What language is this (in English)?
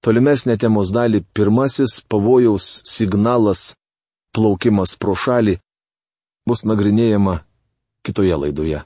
Lithuanian